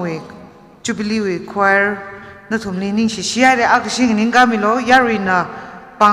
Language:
Tangkhul Naga (India)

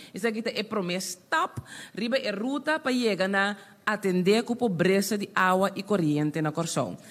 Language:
Papiamento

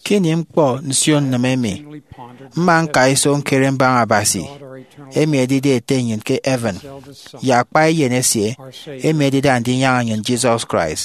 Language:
Efik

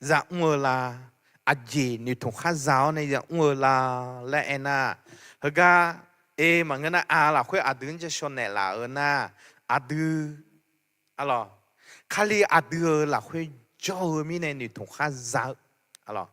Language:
Akha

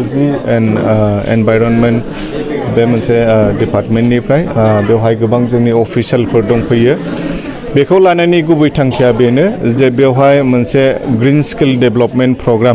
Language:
Bodo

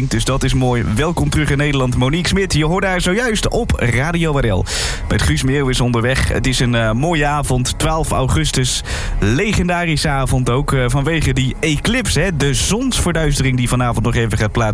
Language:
Dutch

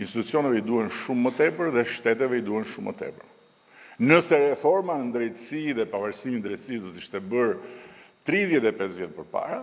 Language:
Albanian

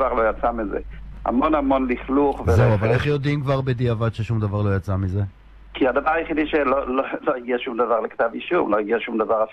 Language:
Hebrew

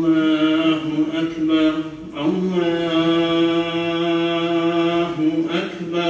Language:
Kumyk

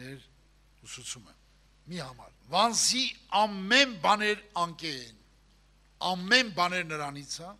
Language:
Armenian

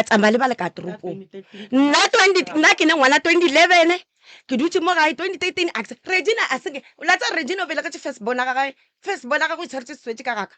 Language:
Northern Sotho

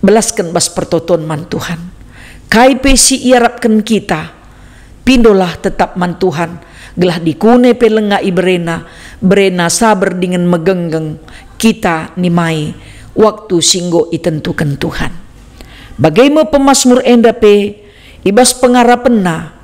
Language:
Batak Karo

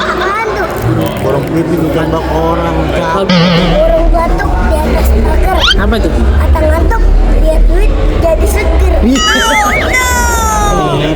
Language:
Betawi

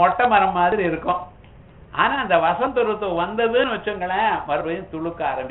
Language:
Tamil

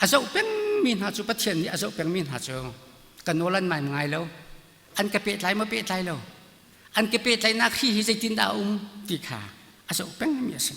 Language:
Hakha Chin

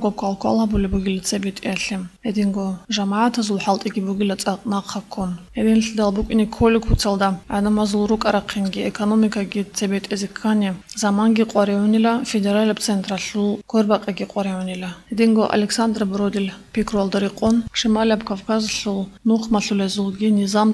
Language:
Avaric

